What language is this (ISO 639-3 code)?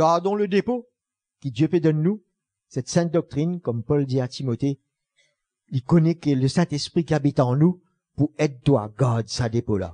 mfe